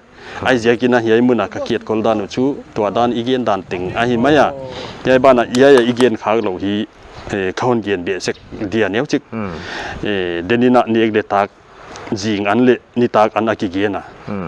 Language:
Paite Chin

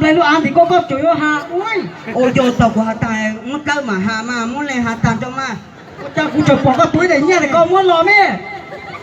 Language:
Hmong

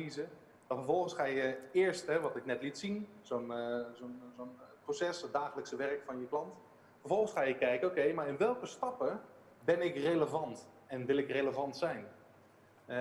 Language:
Dutch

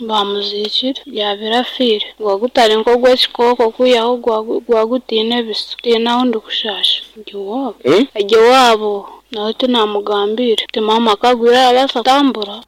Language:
Nyankole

